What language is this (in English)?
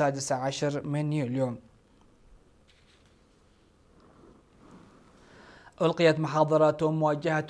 Arabic